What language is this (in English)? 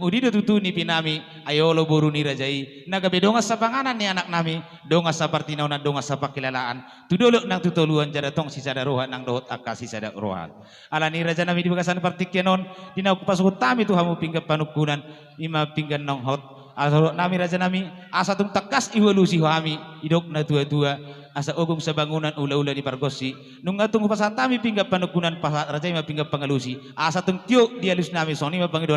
Batak Toba